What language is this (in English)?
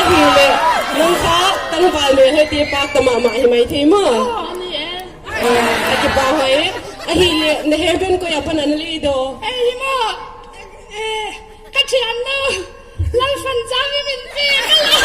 Paite Chin